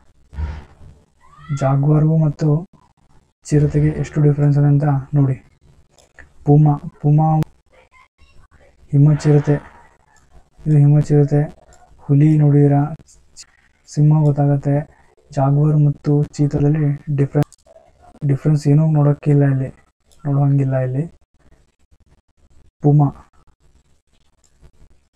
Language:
Kannada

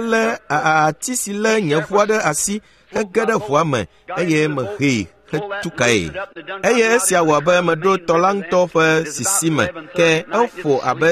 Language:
Ewe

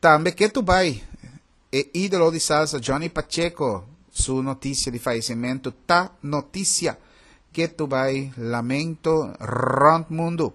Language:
Papiamento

